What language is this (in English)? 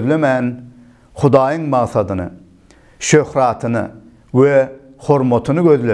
Turkmen